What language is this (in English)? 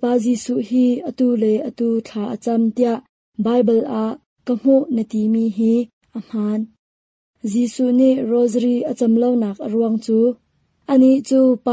Hakha Chin